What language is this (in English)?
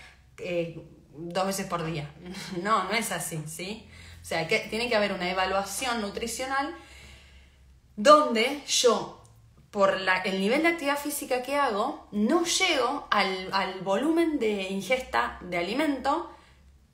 Spanish